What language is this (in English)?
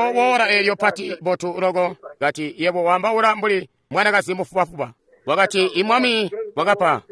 Tonga (Zambia)